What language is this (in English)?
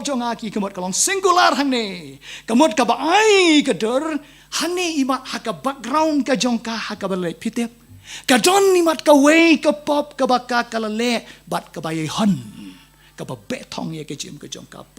Khasi